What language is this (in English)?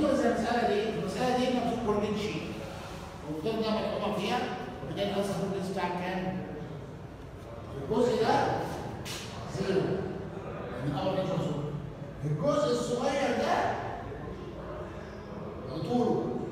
Egyptian Arabic